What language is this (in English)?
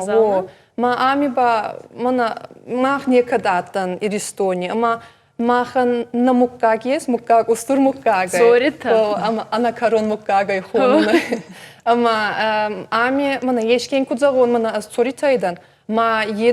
Ossetic